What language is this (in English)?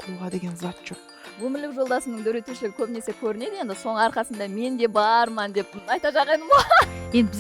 Kara-Kalpak